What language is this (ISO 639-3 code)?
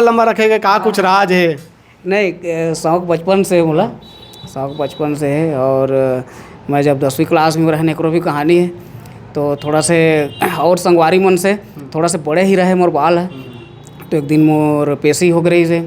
hne